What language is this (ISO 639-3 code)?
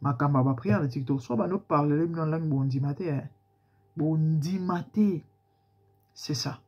lin